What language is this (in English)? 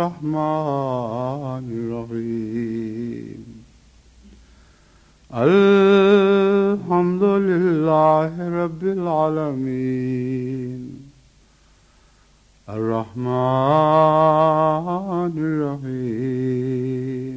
Urdu